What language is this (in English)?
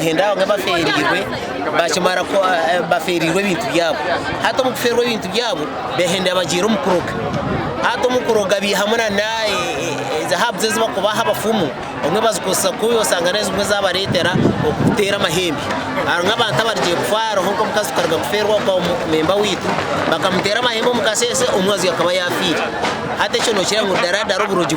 Nyankole